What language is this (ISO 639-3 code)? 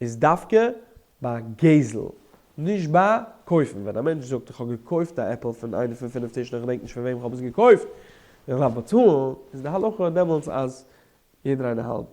yid